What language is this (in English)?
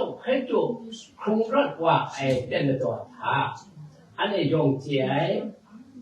Kachin